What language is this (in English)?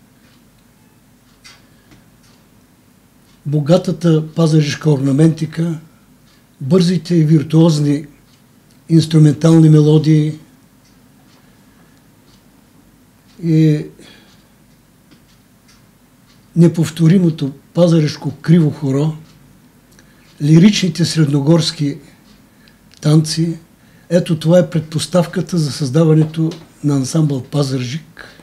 Bulgarian